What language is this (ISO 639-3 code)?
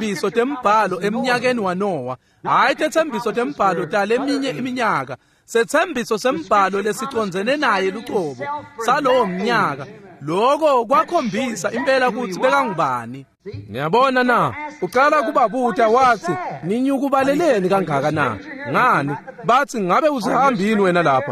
ssw